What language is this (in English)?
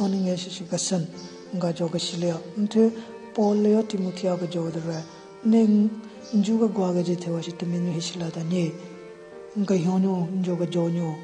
Southern Rengma Naga